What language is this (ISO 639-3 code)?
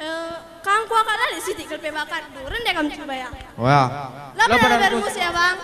btx